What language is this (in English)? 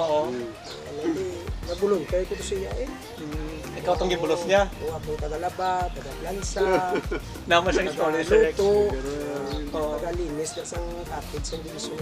Hiligaynon